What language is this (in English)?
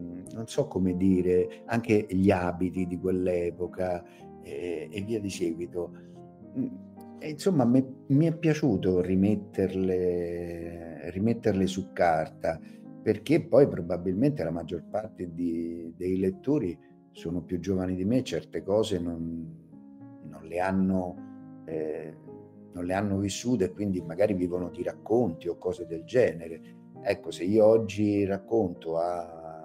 Italian